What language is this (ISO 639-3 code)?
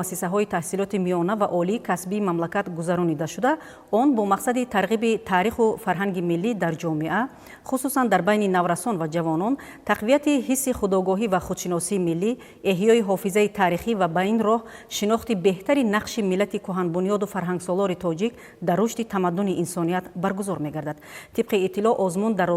tgk